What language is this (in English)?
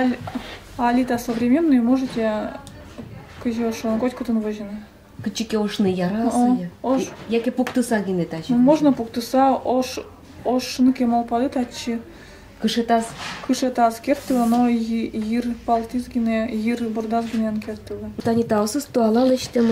Udmurt